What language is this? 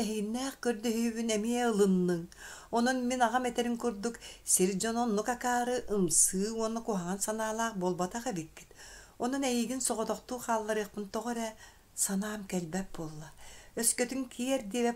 Yakut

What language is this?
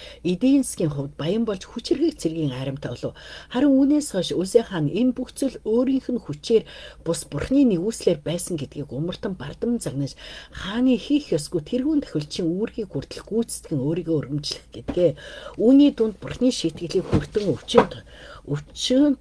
Mongolian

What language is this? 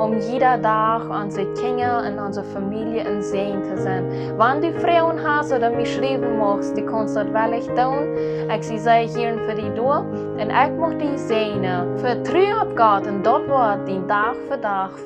Plautdietsch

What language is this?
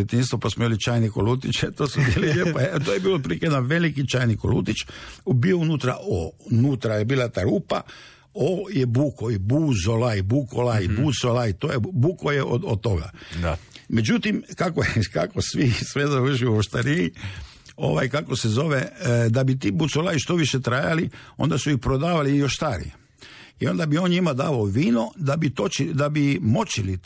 Croatian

